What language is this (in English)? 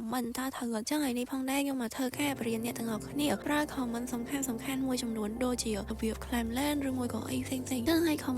Khmer